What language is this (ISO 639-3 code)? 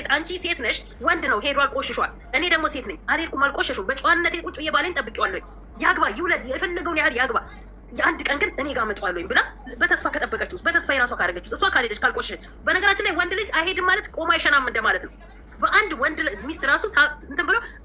amh